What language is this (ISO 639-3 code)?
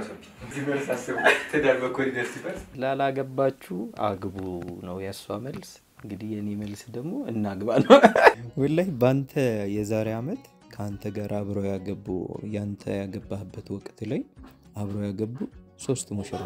amh